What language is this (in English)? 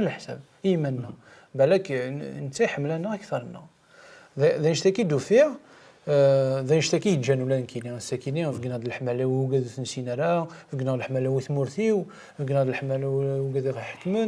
Kabyle